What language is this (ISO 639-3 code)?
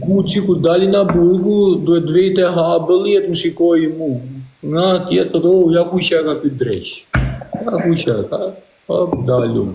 sqi